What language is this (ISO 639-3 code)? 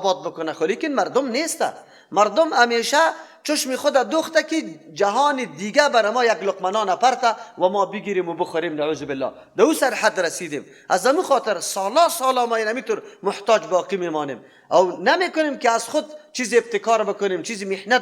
fas